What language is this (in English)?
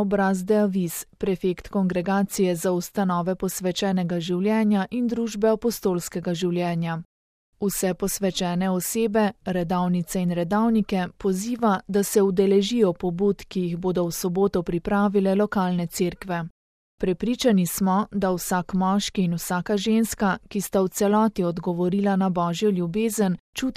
Slovenian